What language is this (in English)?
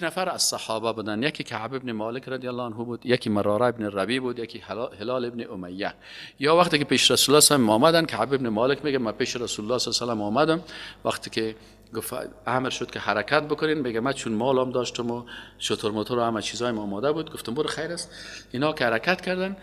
Persian